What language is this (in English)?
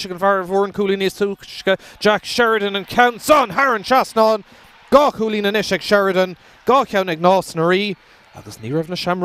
Irish